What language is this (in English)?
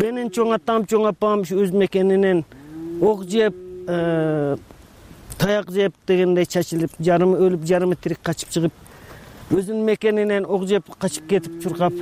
Kyrgyz